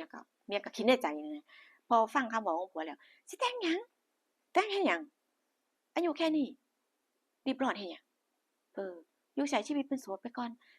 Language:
Northeastern Thai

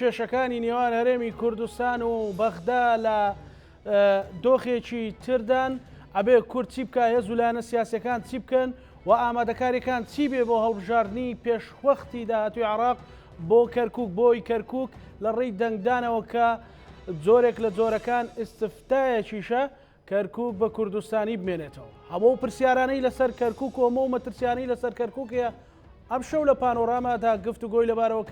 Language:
Central Kurdish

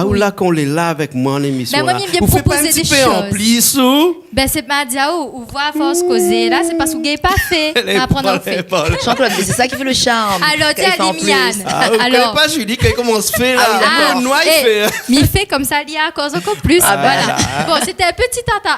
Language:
Réunion Creole French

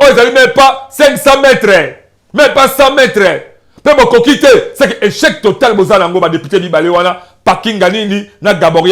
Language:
Lingala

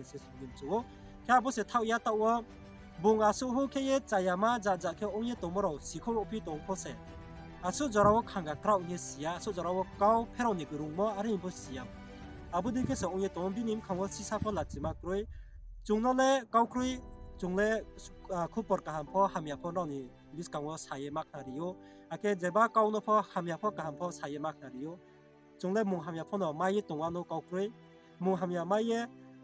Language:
Riang (India)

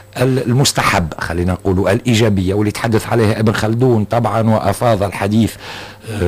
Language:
Tunisian Arabic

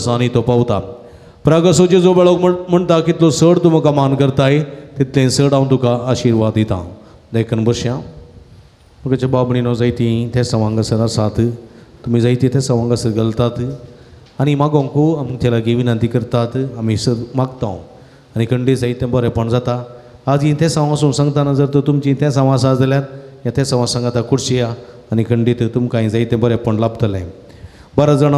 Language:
Konkani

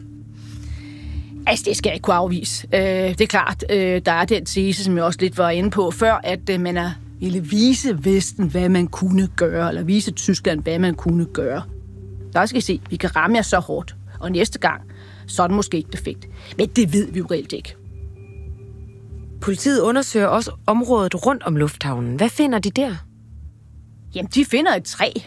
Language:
Danish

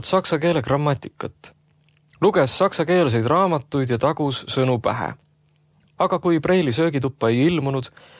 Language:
Estonian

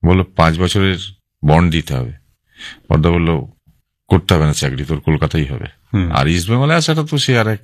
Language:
Bangla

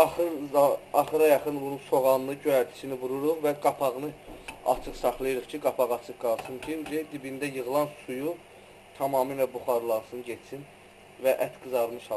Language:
Azerbaijani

